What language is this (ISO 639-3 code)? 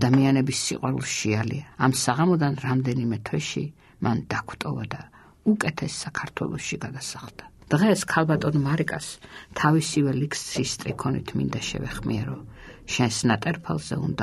kat